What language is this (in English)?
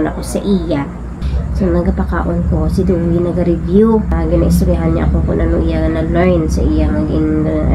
Hiligaynon